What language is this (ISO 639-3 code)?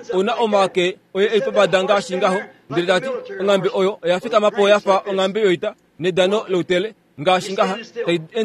kua